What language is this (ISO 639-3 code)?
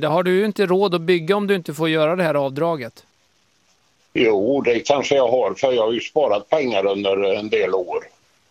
swe